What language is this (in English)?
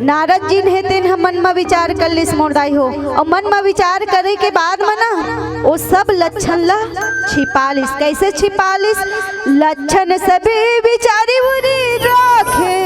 Chhattisgarhi